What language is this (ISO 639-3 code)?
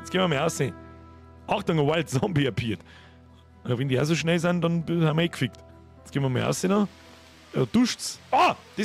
bar